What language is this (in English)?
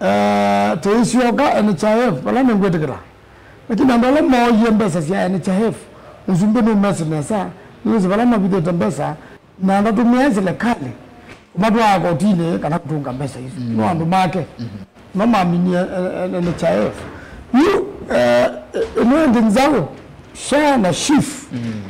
Kamba